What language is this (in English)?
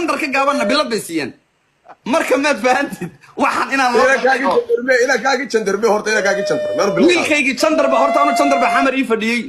Somali